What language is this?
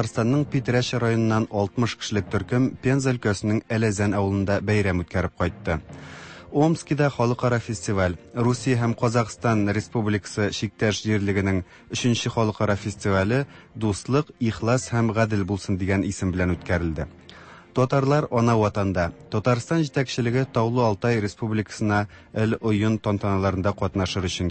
Tatar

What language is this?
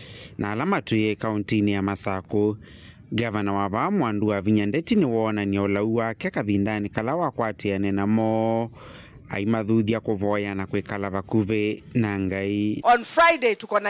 Kamba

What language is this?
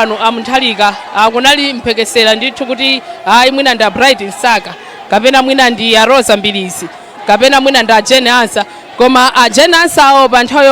Nyanja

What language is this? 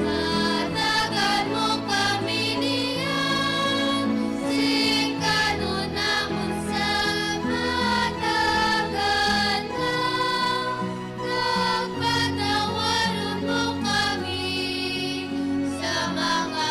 Hiligaynon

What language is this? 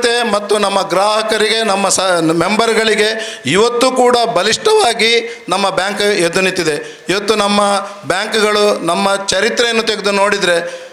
Kannada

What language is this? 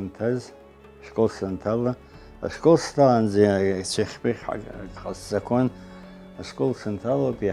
Abkhazian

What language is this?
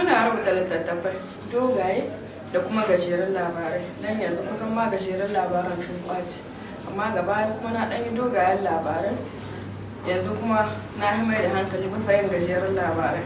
Hausa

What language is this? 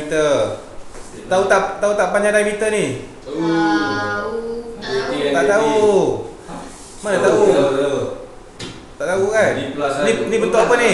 Malay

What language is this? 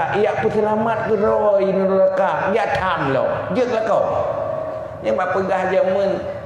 Achinese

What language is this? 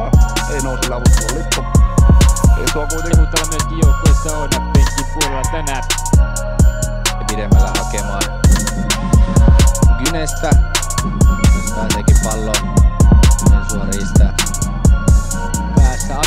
Finnish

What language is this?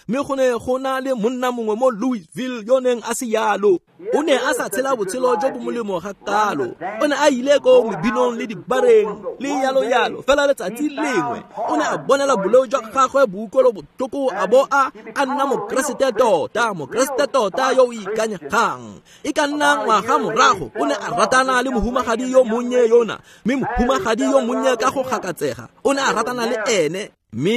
Tswana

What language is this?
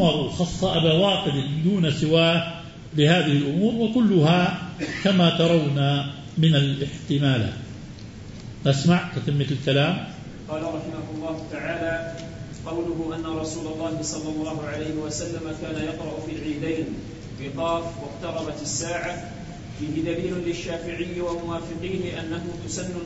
Arabic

